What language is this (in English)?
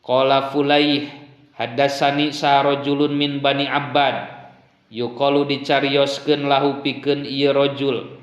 Sundanese